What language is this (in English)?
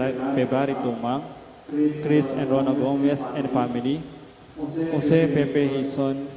Pampanga